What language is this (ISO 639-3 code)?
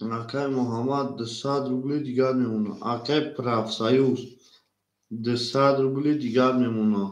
tgk